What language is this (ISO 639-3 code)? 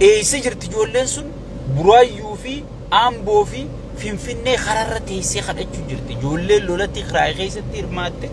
orm